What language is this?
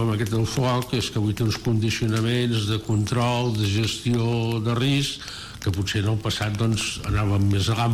Catalan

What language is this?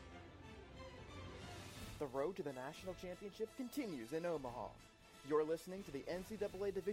English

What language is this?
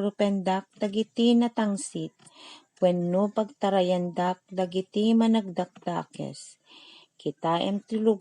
Iloko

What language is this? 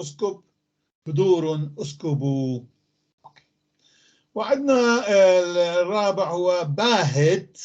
North Levantine Arabic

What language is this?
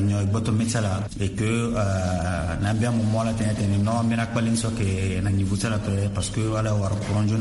Sango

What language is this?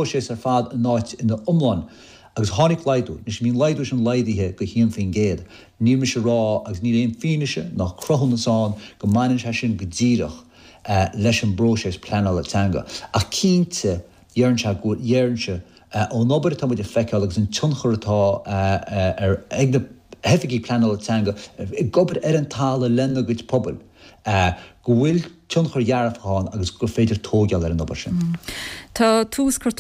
Irish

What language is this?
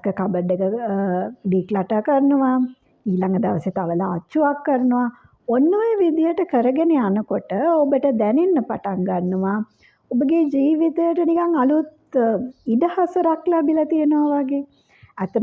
Sinhala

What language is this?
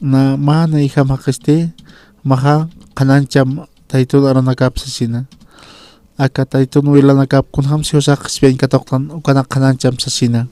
Aymara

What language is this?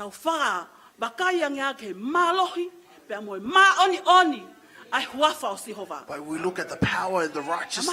Tongan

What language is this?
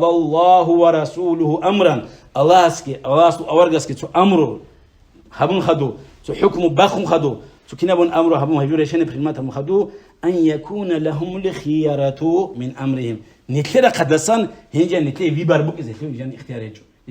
Avaric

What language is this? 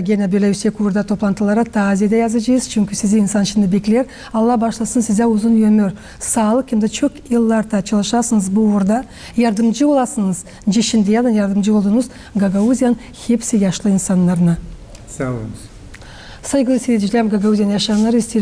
Gagauz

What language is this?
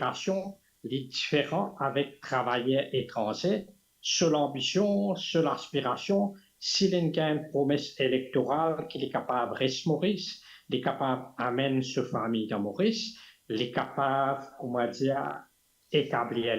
Morisyen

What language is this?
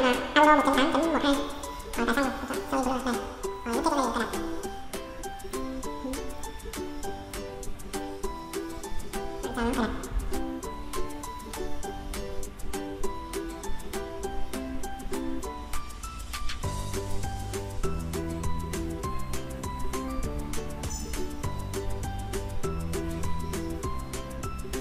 Vietnamese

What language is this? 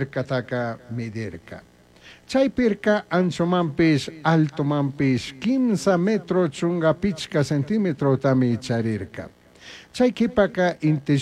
Chimborazo Highland Quichua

